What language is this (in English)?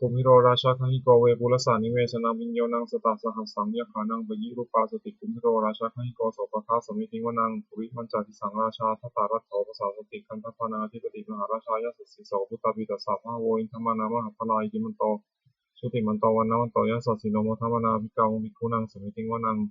Pali